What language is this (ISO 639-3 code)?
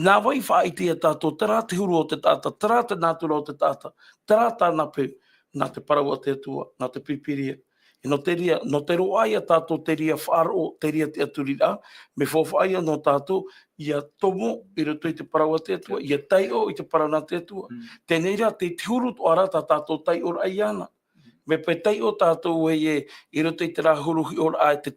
tah